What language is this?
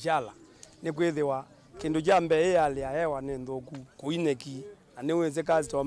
Kamba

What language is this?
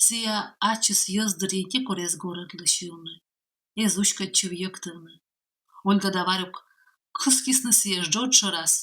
Komi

